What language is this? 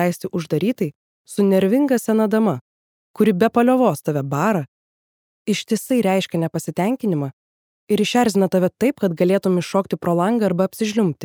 Lithuanian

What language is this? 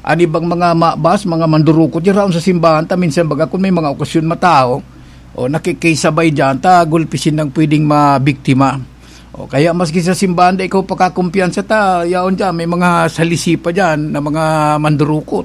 Bikol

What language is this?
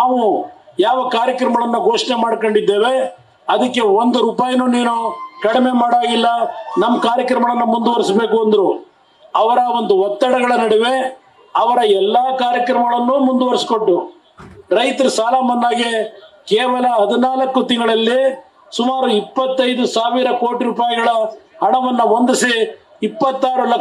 Kannada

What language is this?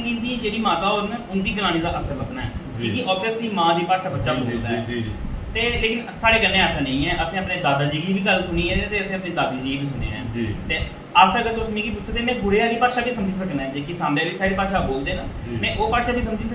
Dogri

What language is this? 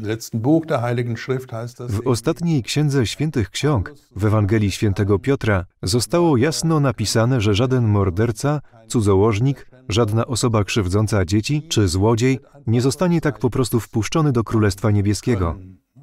Polish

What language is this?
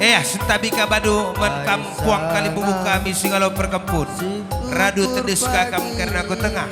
Batak Karo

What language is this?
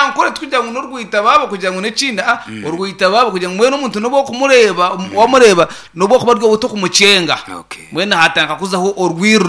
Nyankole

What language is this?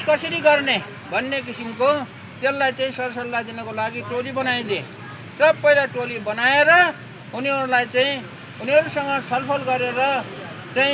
Nepali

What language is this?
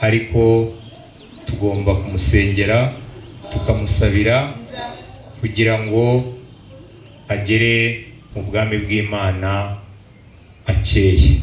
Kinyarwanda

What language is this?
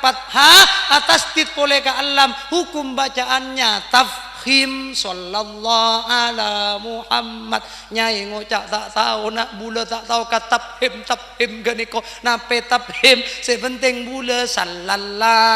Madurese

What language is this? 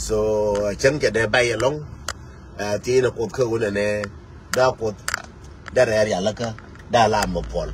Nuer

